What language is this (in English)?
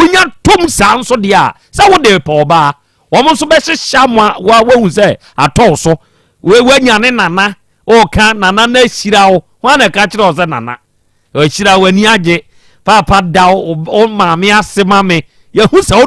Akan